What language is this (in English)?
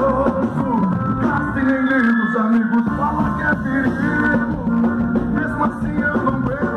Portuguese